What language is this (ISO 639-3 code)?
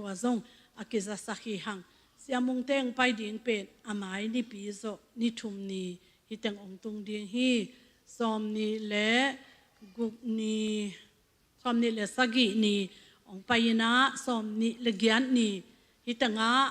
ctd